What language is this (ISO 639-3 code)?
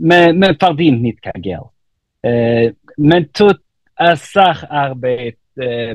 yid